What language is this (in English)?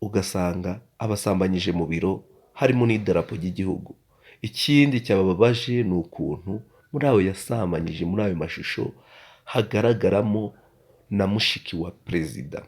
Kinyarwanda